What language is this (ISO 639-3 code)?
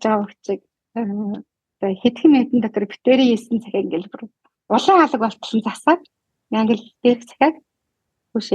mon